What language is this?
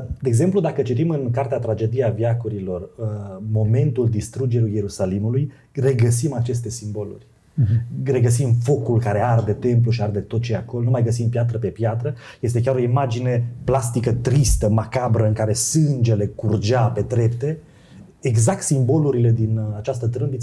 Romanian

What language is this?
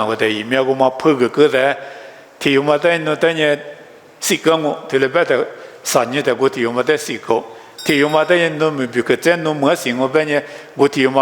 Lisu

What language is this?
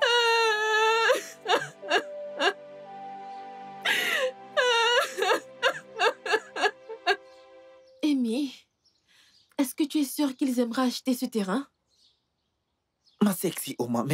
French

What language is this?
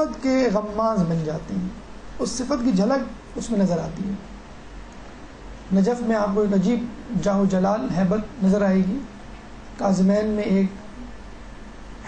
Urdu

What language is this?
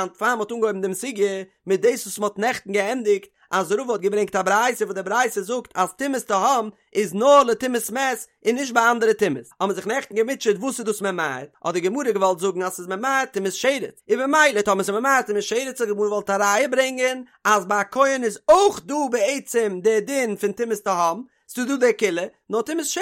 Yiddish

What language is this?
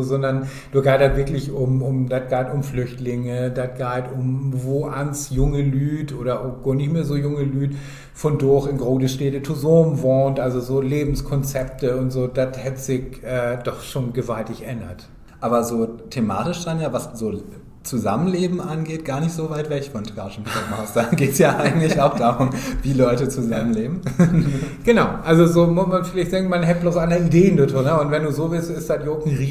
Low German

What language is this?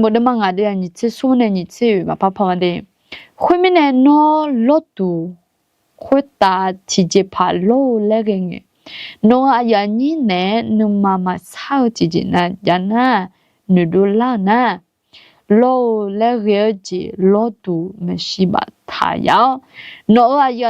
Akha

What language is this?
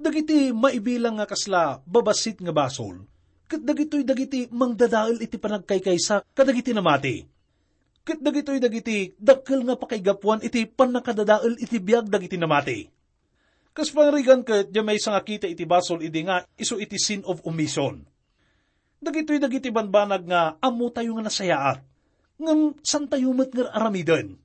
Iloko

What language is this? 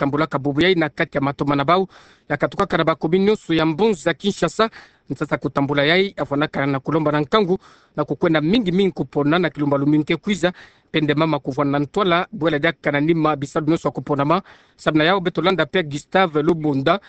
Kituba (Democratic Republic of Congo)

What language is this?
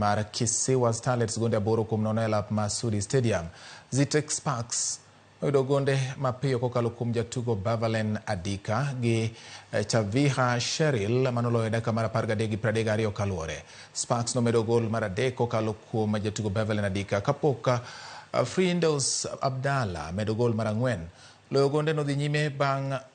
Luo (Kenya and Tanzania)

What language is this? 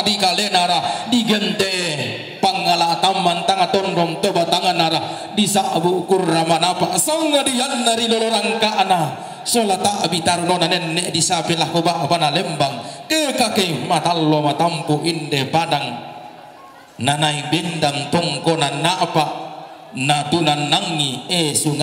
Toraja-Sa'dan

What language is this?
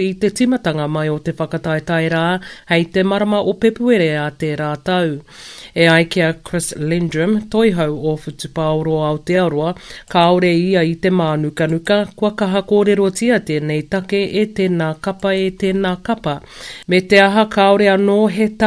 Māori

